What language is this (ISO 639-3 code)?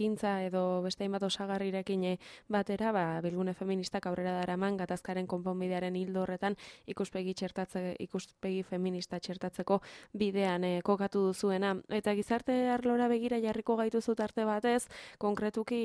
eus